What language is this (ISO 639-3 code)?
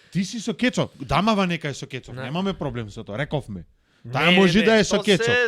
mkd